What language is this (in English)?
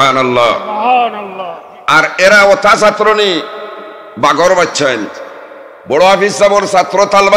Sylheti